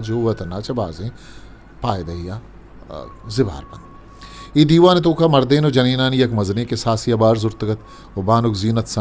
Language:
Eastern Balochi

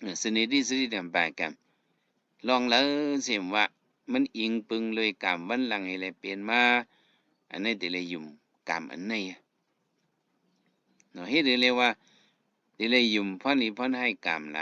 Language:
Shan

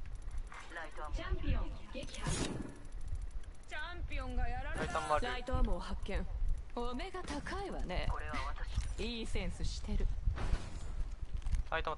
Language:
Japanese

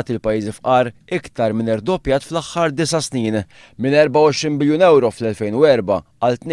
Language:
Maltese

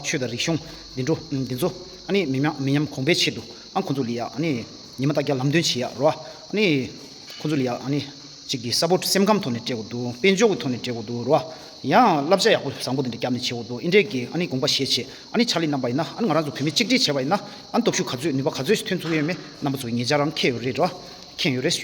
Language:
Tibetan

